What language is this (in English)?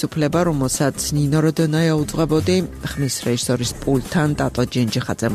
Georgian